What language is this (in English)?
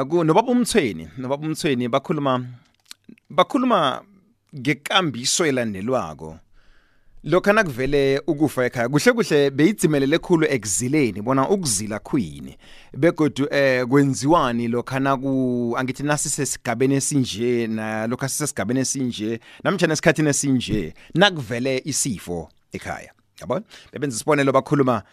South Ndebele